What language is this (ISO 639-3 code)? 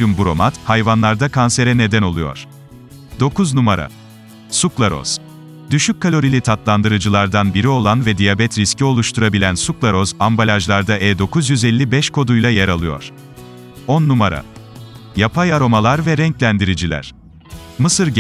tur